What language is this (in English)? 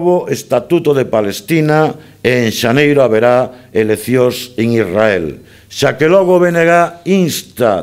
Galician